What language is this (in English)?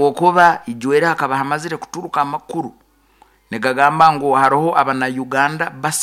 Nyoro